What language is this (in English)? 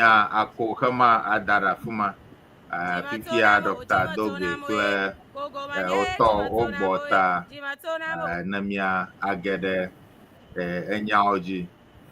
Ewe